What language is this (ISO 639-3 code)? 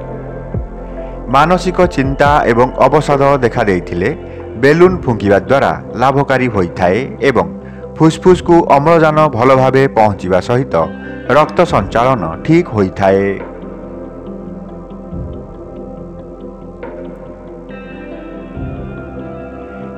ori